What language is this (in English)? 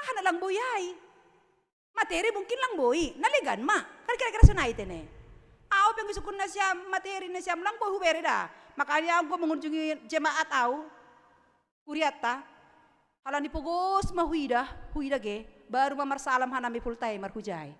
Batak Simalungun